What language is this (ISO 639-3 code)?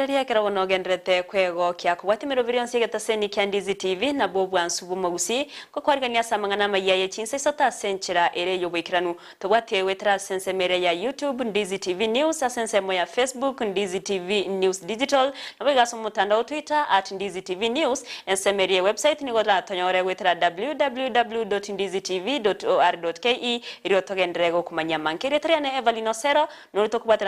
guz